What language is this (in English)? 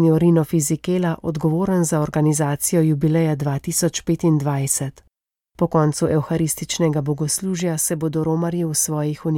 Slovenian